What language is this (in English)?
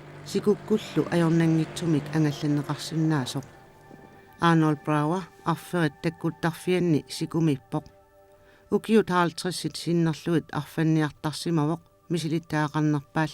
Kalaallisut